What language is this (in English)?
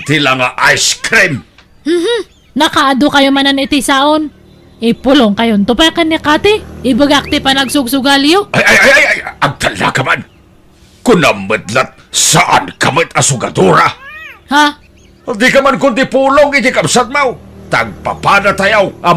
Iloko